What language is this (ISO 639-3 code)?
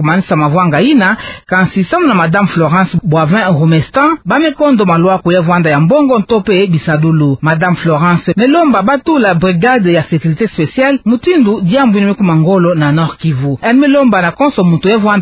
ktu